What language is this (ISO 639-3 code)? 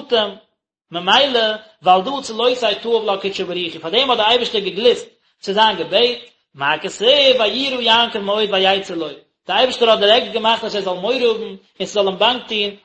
yid